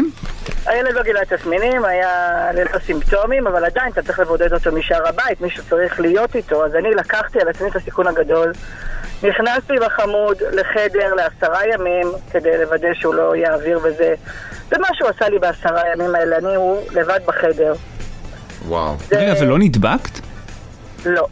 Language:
Hebrew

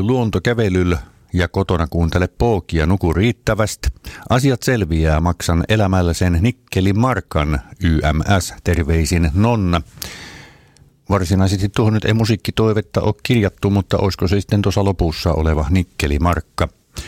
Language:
Finnish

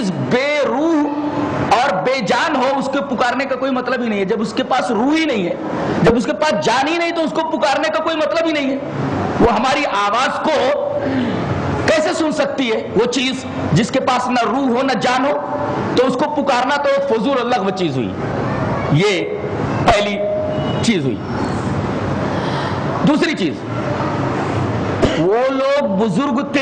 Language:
Urdu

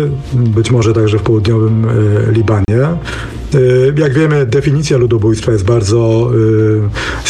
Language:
Polish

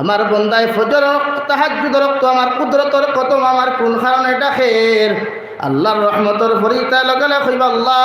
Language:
Sylheti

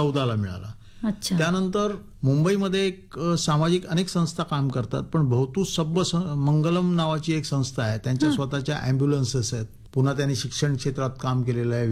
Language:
Marathi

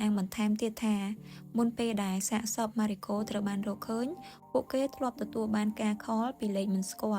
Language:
Khmer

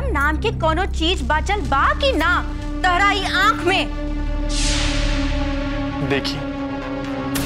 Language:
Bhojpuri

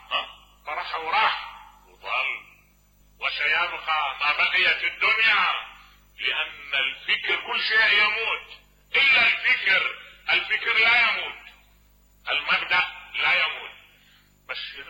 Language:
Mesopotamian Arabic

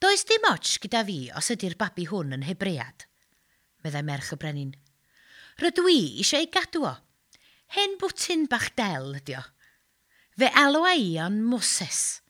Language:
Welsh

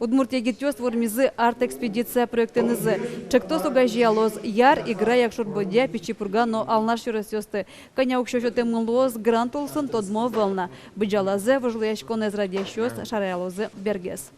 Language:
Udmurt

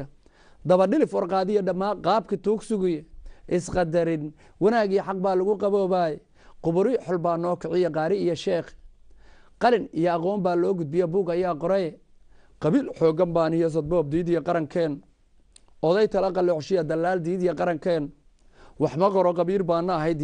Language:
Somali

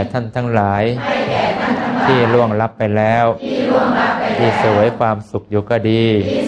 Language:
Thai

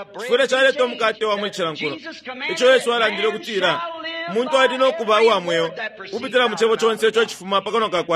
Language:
Bemba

